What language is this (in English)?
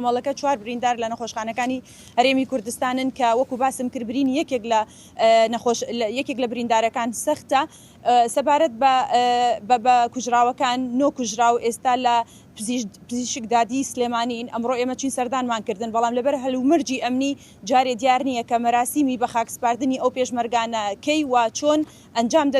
Central Kurdish